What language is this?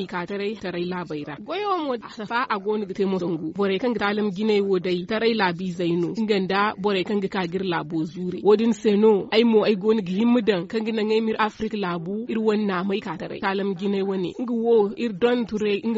Zarma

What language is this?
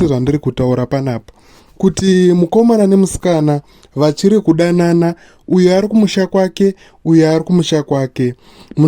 Shona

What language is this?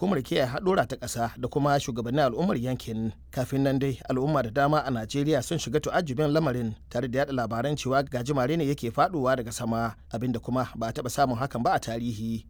Hausa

